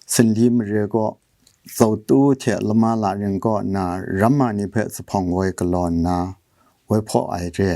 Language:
Kachin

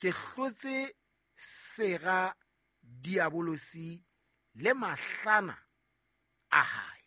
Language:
Southern Sotho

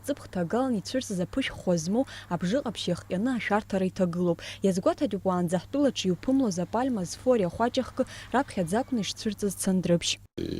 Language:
Abkhazian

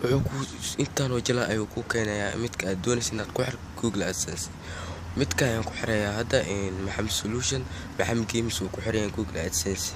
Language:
Somali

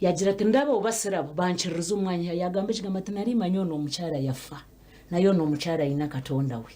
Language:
Nyankole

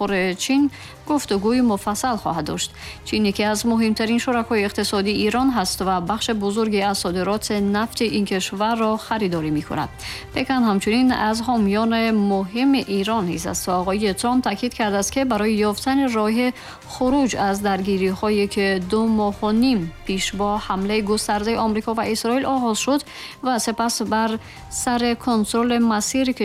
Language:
Persian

